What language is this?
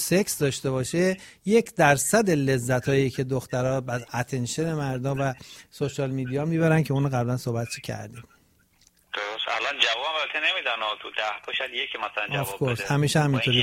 Persian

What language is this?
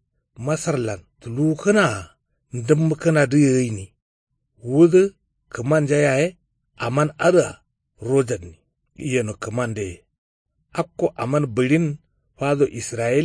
Kanuri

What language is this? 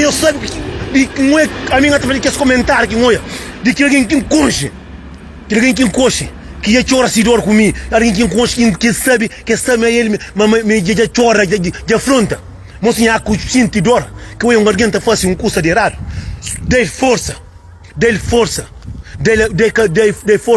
Kabuverdianu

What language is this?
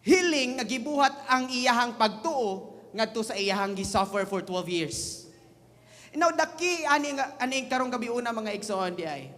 Cebuano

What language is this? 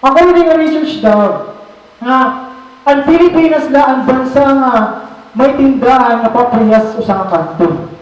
Waray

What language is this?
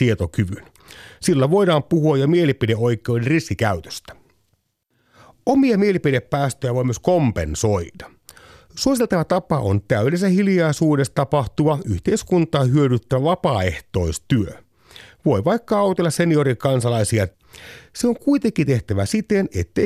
Finnish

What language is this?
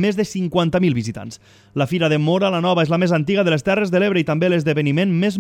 Catalan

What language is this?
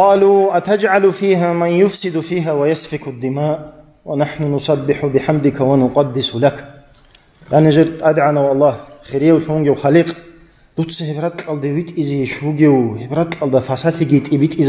Avaric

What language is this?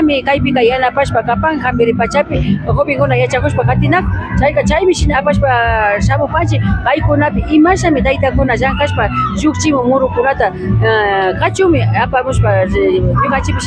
Imbabura Highland Quichua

